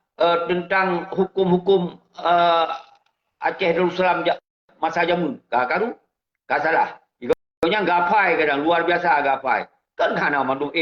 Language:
Achinese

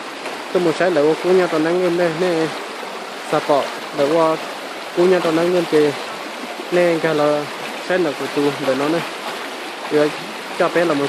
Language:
Hmong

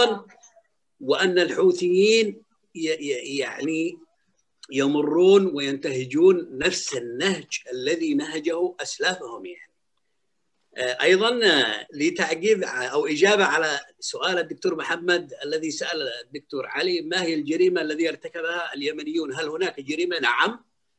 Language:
Arabic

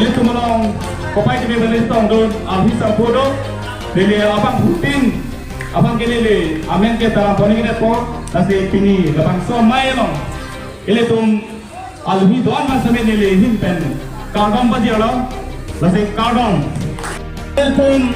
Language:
Karbi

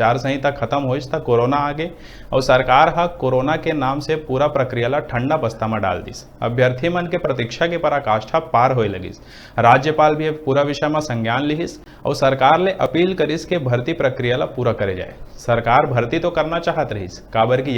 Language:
Chhattisgarhi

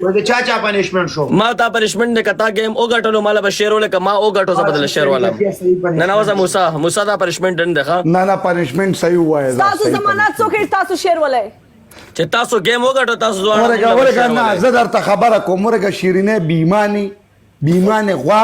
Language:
Pashto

